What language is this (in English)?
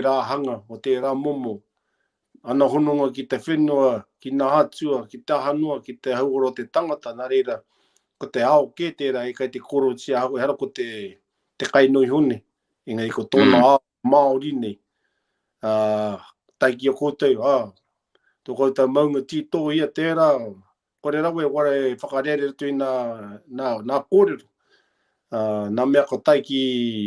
Māori